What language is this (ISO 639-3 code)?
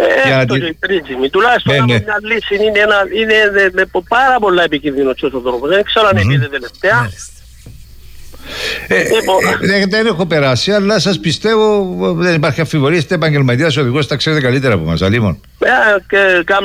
ell